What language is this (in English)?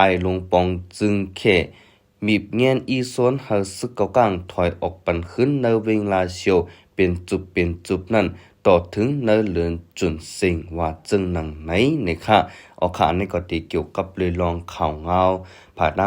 Shan